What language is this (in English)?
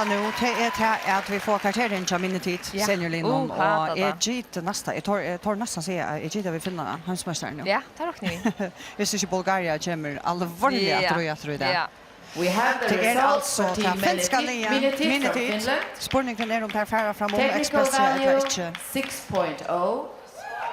Faroese